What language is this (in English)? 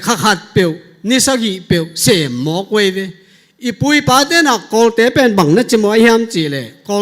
Tedim Chin